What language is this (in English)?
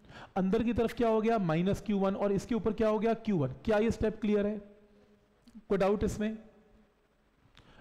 Hindi